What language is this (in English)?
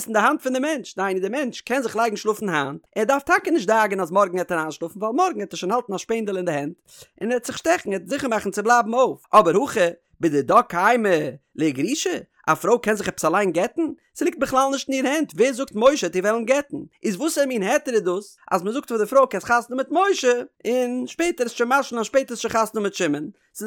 Yiddish